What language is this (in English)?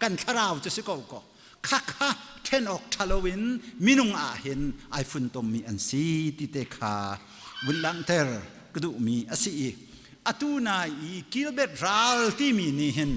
Hakha Chin